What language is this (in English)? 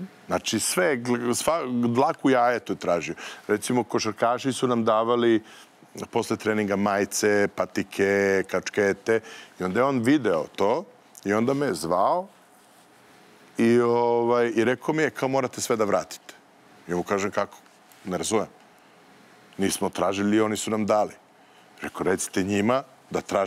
Serbian